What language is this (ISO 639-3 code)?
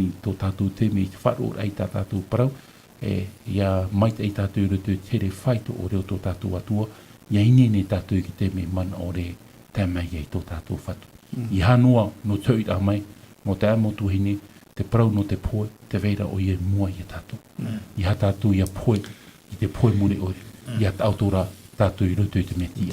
tah